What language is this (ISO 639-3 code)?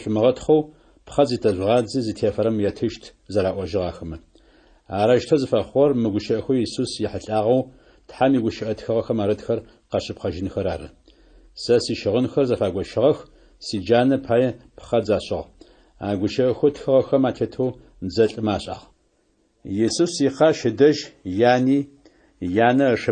ady